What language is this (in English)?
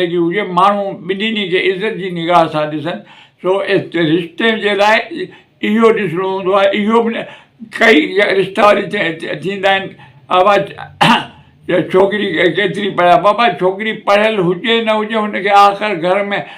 Sindhi